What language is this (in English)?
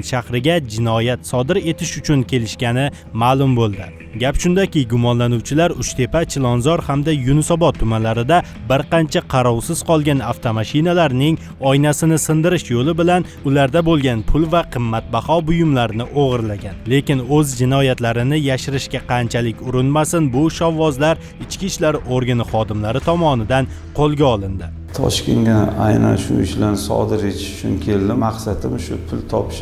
Uzbek